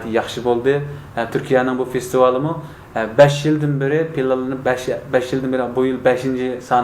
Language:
Uyghur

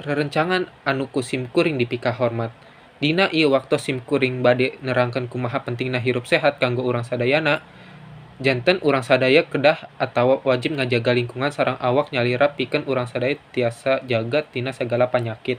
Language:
Sundanese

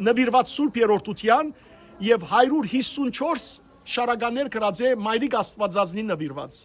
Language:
Western Armenian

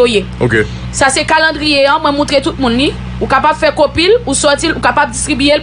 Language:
Haitian Creole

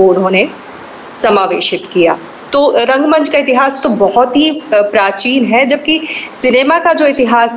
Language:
Hindi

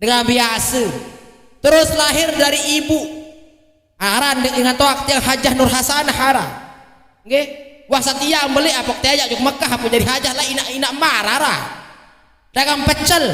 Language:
Sasak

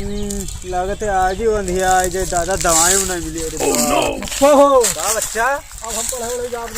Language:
Awadhi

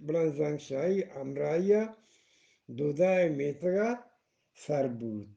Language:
Eastern Balochi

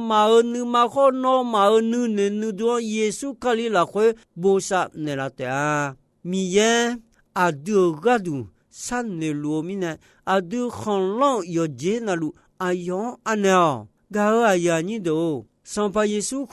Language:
Akha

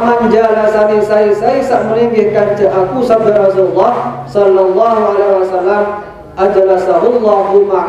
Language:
Sasak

